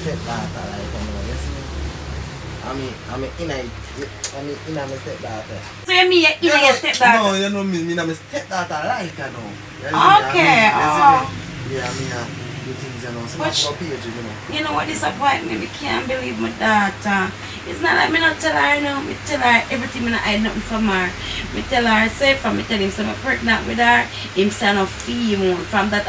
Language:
Jamaican Creole English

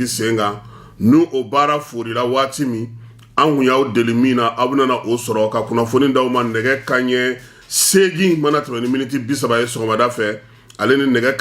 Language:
Bambara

